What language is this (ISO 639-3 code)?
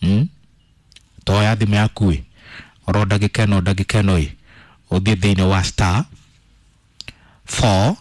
kik